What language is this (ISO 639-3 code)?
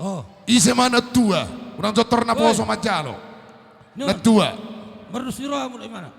bbc